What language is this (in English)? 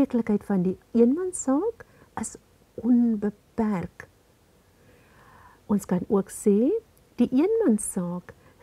Afrikaans